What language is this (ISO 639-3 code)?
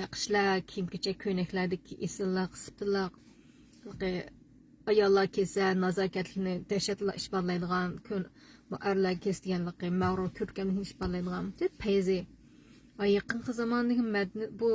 uig